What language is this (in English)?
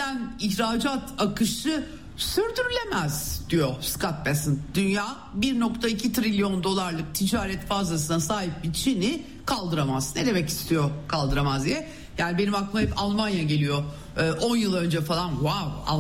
Turkish